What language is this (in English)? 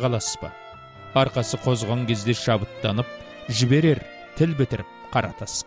Kazakh